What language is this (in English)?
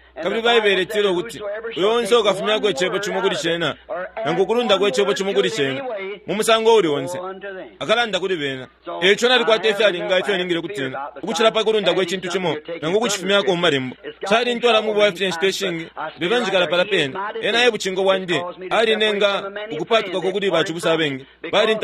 Bemba